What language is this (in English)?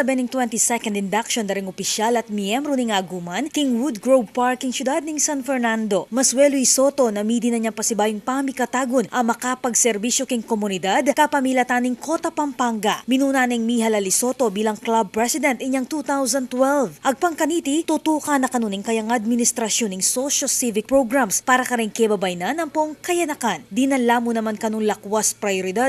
Pampanga